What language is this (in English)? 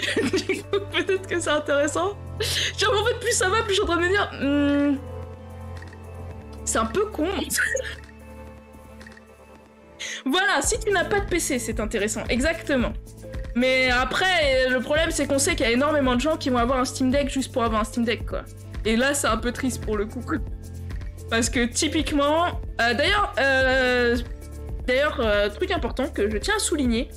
French